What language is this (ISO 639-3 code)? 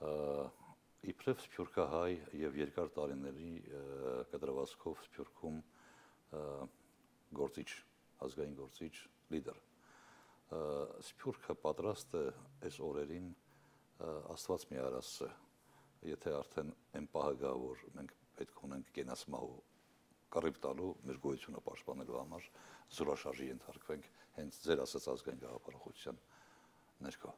hye